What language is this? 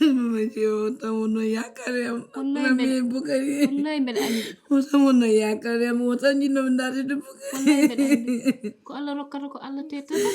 Fula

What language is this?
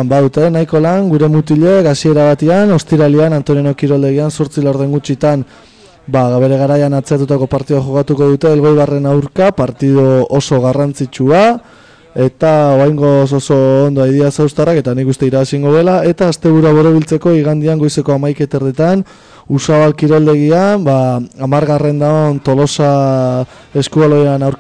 Basque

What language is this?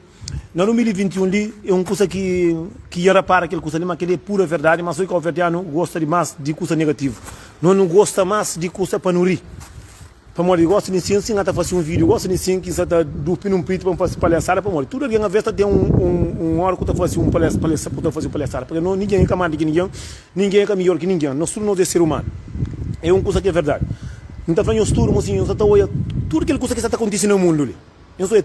Kabuverdianu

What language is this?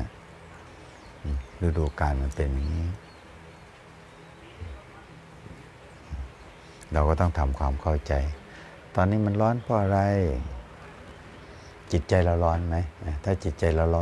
Thai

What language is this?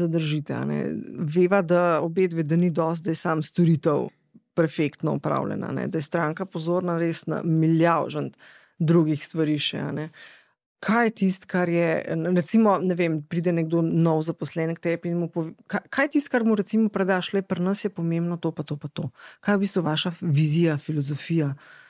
Slovenian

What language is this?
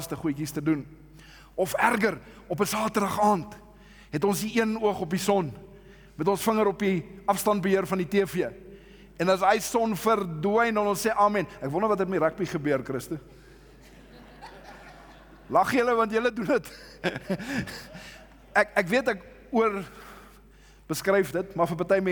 Afrikaans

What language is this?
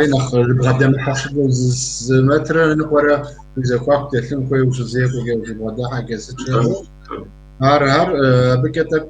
Kabardian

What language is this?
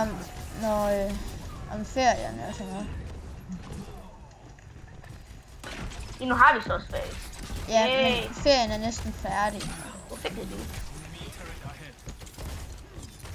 Danish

